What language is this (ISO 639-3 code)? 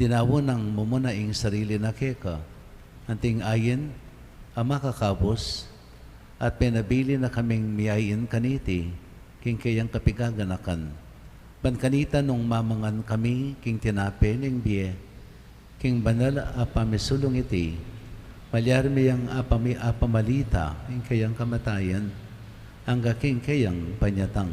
pam